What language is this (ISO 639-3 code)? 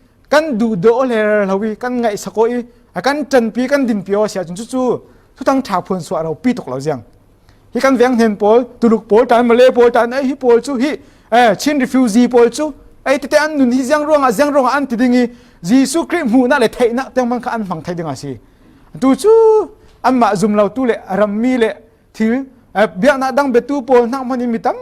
cfm